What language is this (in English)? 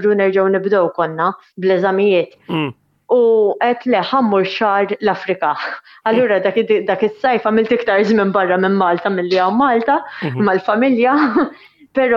Maltese